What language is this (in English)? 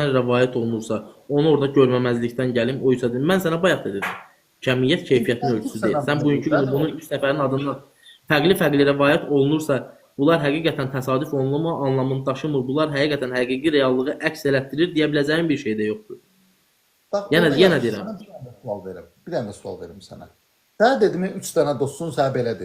Azerbaijani